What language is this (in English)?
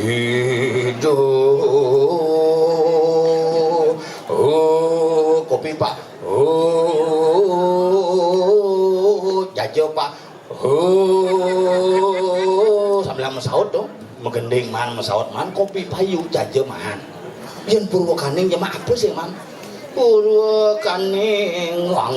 Balinese